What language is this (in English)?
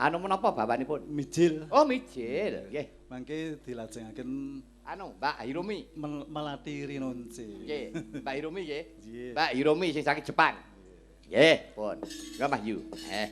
Javanese